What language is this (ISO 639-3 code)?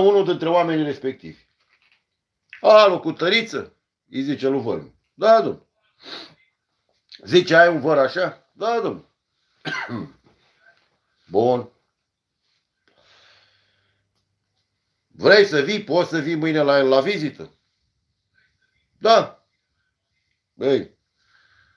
ron